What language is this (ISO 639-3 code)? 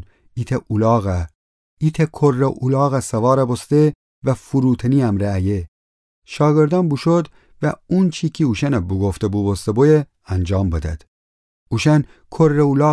glk